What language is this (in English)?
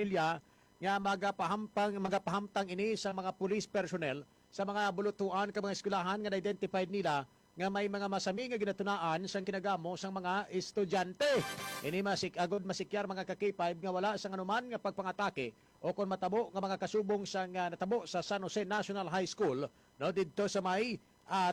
Hiligaynon